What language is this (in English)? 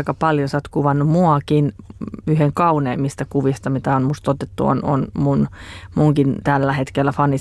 Finnish